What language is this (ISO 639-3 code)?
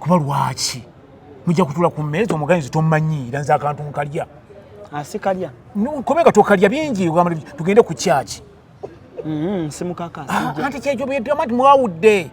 lug